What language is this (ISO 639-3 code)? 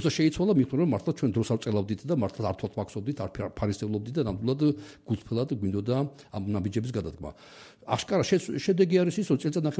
kat